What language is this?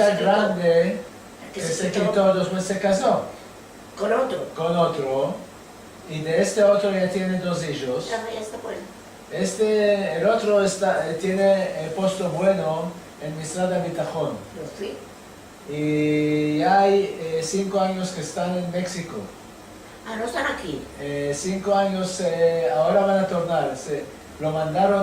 Ladino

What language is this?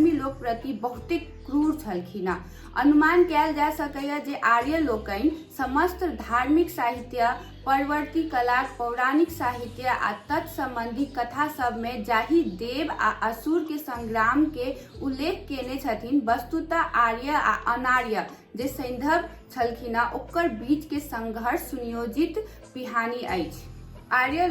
Maithili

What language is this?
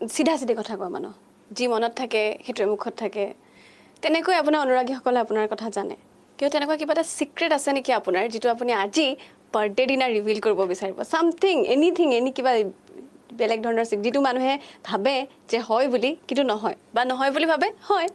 Assamese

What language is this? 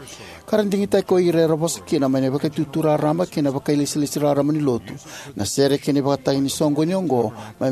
Fijian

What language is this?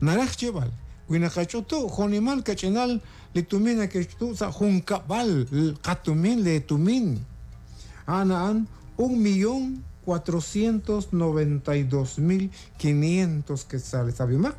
Kekchí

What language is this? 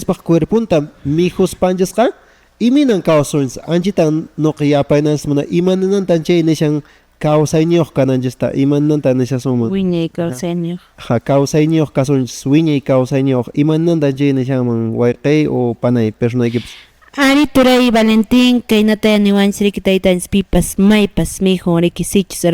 Quechua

